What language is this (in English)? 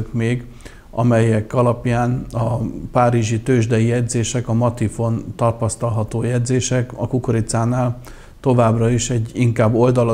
Hungarian